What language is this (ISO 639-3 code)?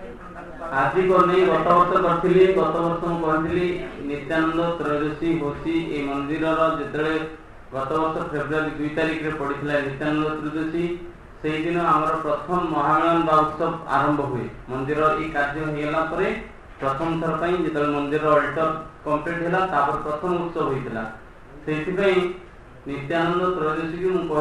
ori